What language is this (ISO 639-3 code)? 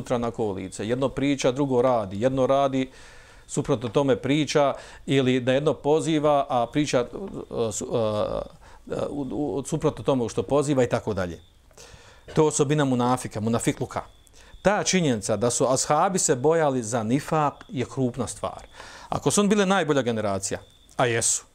bos